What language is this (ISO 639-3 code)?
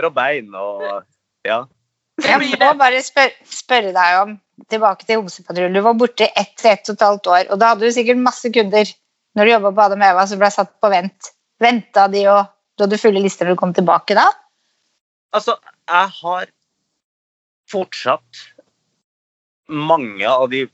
nor